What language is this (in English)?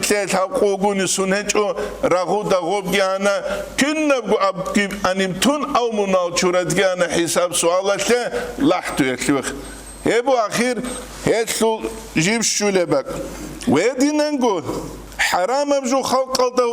Avaric